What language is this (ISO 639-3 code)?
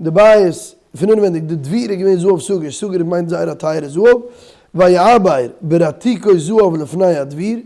yid